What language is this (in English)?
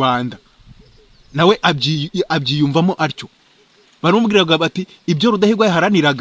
Kinyarwanda